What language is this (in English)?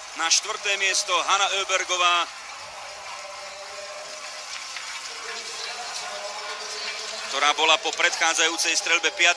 Slovak